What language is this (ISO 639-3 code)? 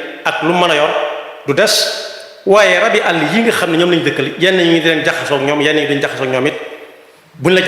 wol